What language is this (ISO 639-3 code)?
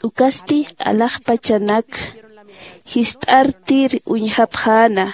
aym